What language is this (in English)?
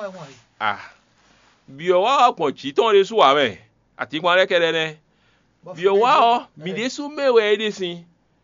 Fon